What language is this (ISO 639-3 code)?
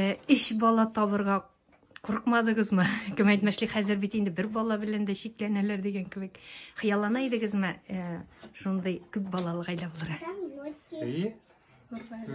tat